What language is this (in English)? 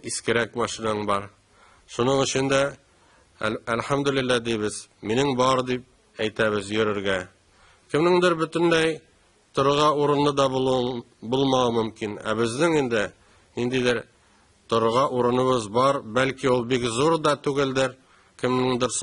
Tatar